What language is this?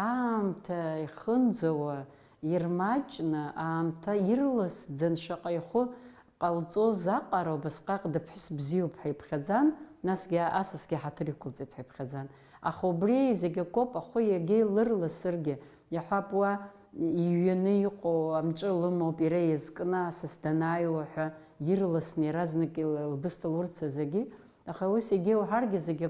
Abkhazian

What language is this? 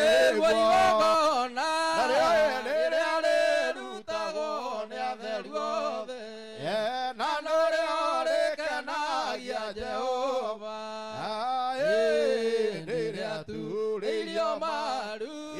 Kikuyu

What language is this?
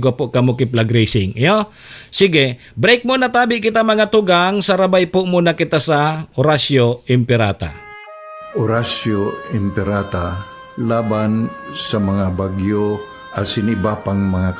Bikol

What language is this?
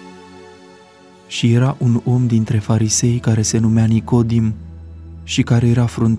Romanian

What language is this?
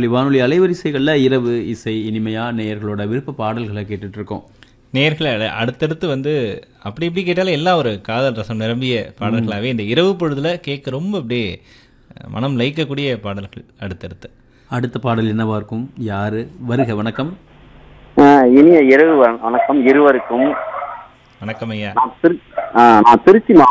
Tamil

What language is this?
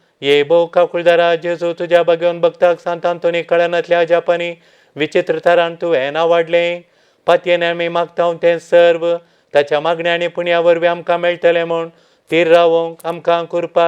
Konkani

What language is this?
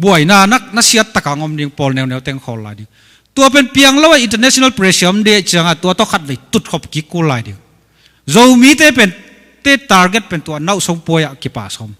Tedim Chin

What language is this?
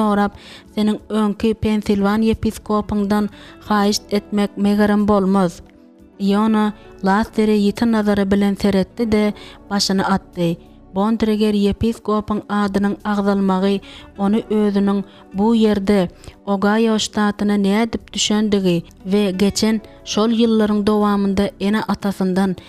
Turkmen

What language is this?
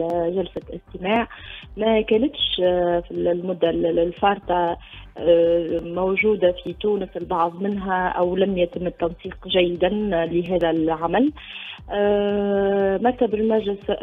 Tunisian Arabic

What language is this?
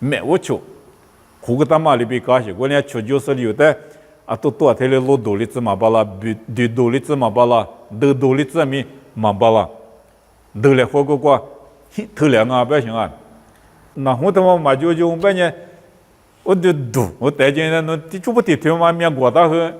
Lisu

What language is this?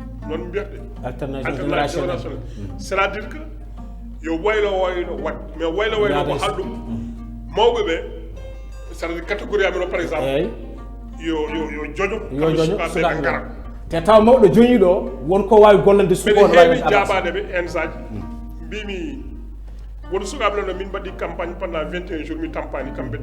Fula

